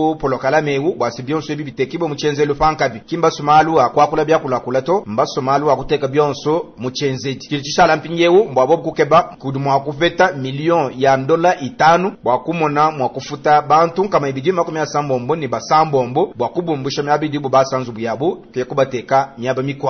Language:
Luba-Lulua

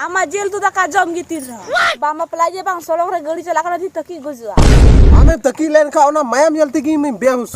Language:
Santali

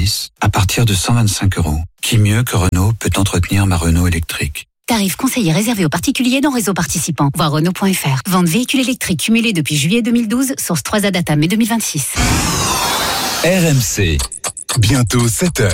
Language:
French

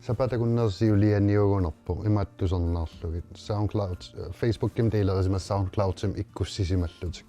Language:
Kalaallisut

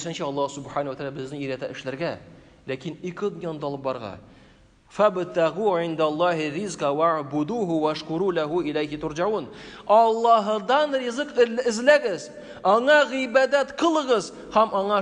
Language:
Tatar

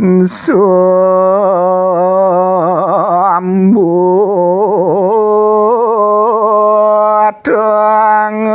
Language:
Balinese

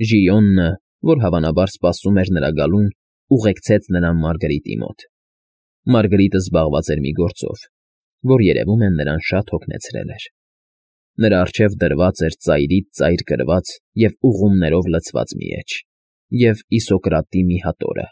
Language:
Armenian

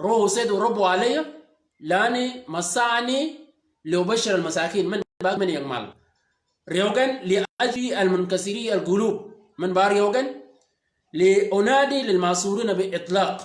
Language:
Shilluk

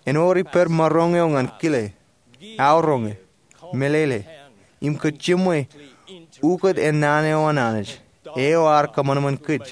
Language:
Marshallese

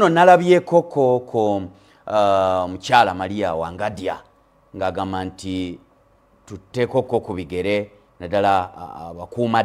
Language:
Ganda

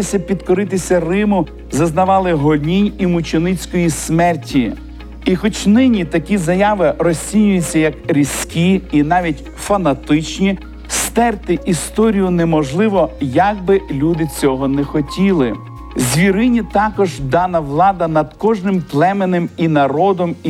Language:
Ukrainian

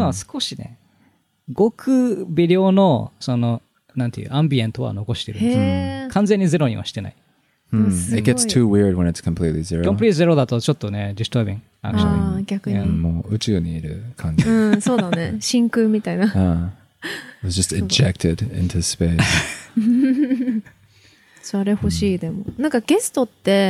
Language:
Japanese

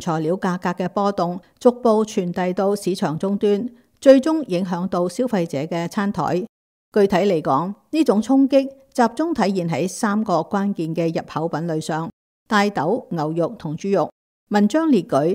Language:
Cantonese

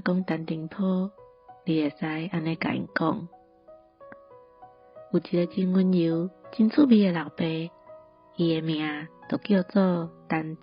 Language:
Min Nan Chinese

